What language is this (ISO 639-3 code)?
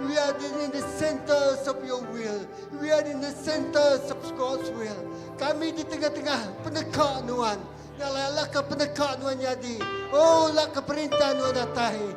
iba